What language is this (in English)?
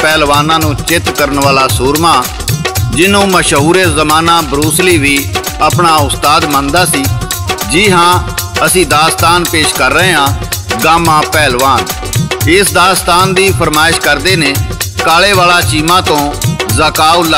Punjabi